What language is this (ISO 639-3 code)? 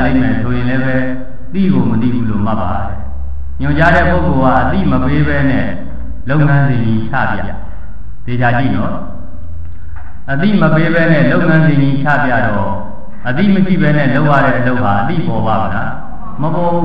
mya